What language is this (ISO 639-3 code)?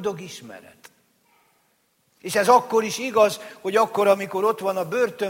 hun